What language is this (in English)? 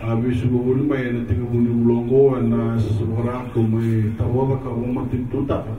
Fijian